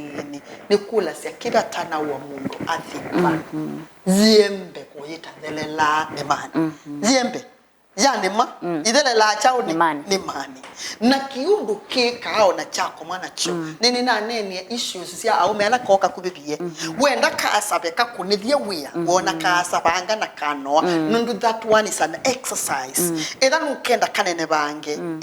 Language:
Kamba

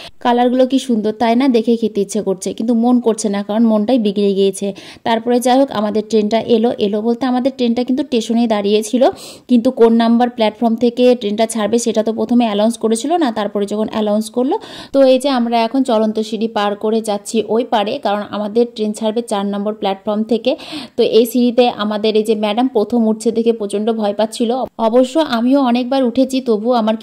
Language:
Bangla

